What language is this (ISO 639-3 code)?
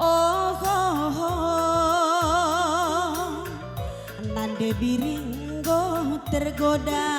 btx